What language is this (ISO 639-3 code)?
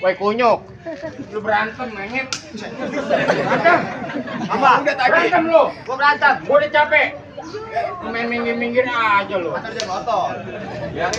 bew